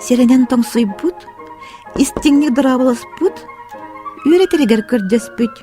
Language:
Yakut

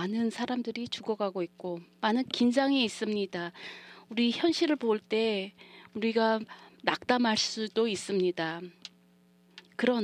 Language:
Korean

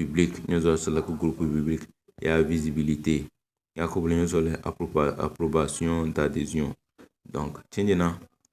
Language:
Tem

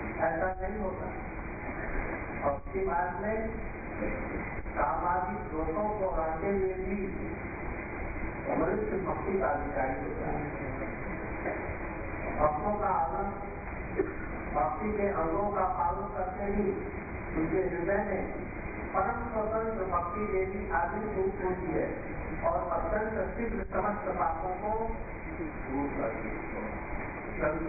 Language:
Hindi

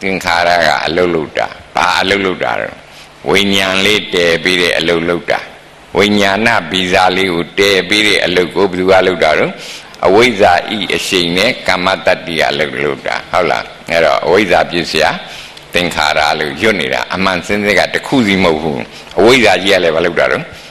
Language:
Burmese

